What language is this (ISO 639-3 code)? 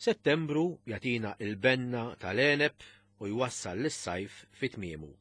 mlt